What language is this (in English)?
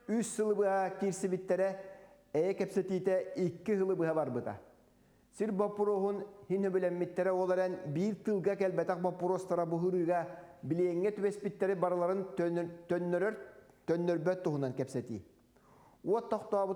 Yakut